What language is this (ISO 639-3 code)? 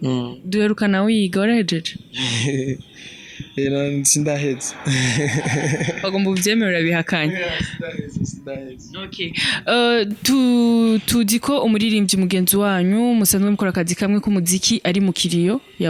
run